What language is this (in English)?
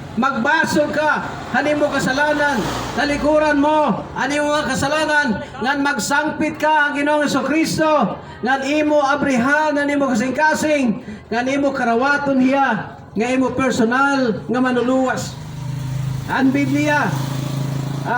Waray